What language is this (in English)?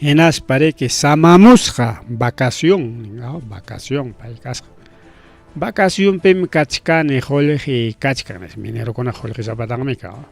Ayacucho Quechua